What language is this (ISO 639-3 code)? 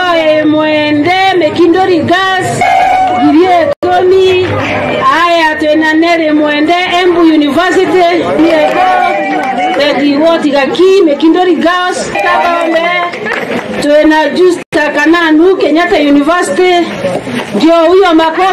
mer